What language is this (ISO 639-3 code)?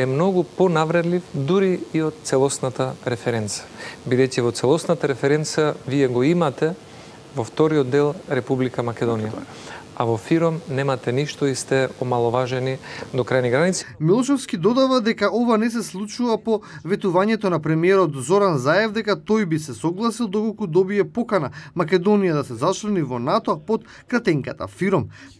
mkd